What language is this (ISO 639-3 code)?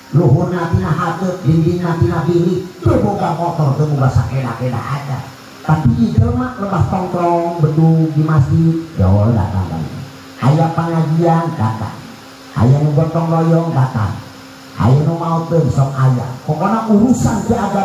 sun